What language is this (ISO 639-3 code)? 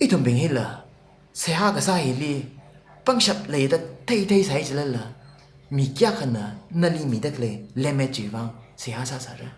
nmf